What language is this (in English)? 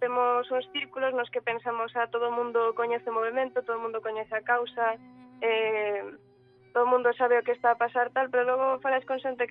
Galician